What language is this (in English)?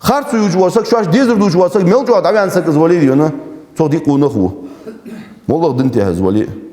Ingush